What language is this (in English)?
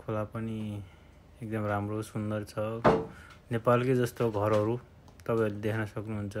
Nepali